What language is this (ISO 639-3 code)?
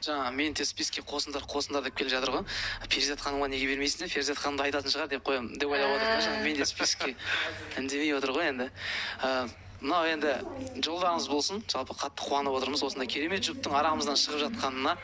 kaz